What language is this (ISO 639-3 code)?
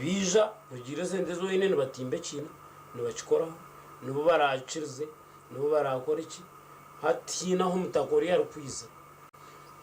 nyn